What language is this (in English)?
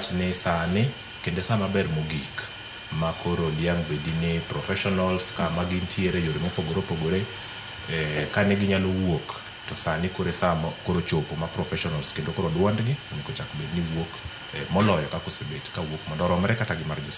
Luo (Kenya and Tanzania)